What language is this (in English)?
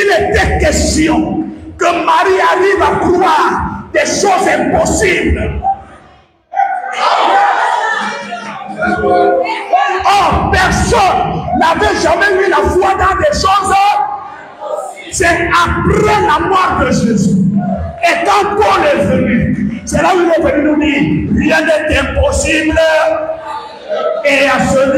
French